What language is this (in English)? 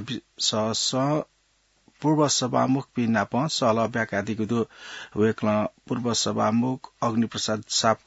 Newari